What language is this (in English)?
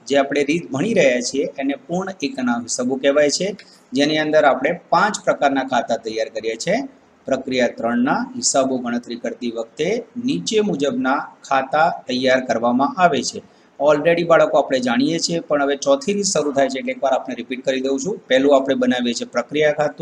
Gujarati